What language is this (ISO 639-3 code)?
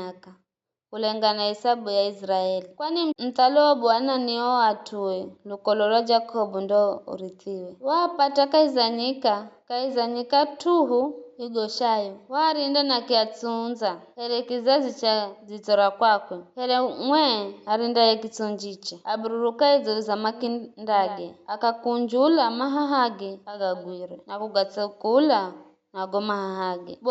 nyf